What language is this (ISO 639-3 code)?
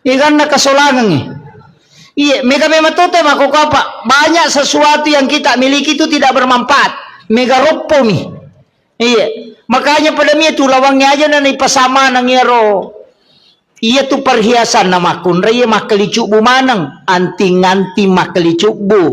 bug